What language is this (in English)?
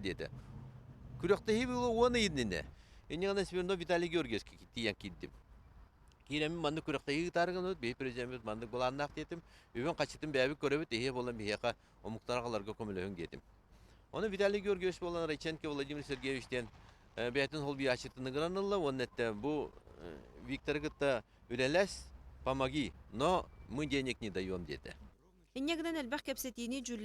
Yakut